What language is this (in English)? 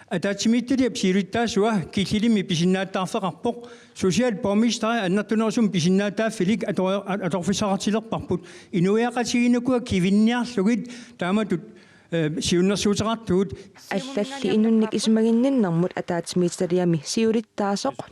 Kalaallisut